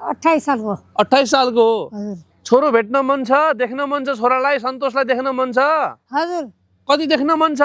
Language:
Nepali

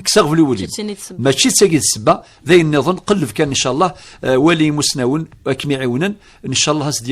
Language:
Kabyle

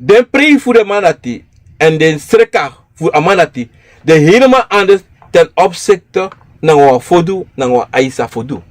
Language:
Sranan Tongo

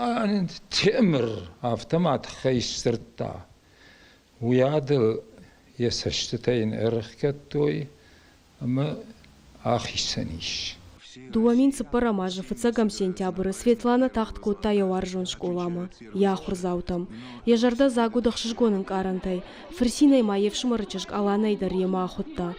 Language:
Ossetic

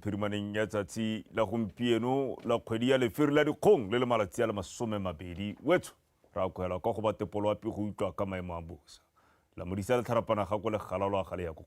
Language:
Tswana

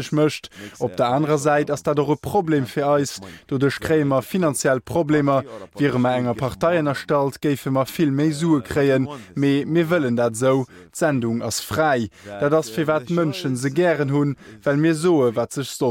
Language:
Luxembourgish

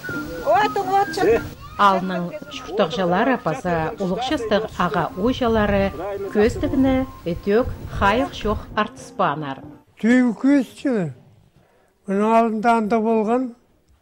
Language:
Khakas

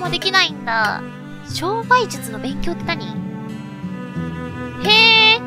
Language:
Japanese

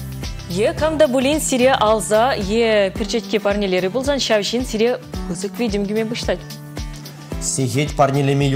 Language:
Chuvash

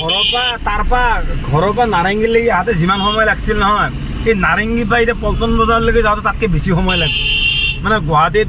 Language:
Assamese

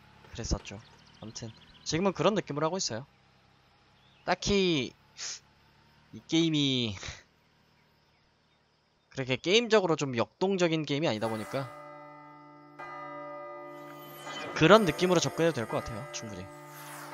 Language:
Korean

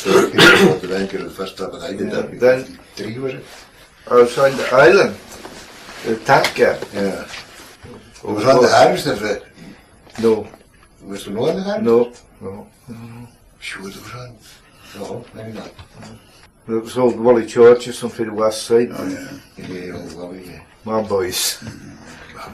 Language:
Scots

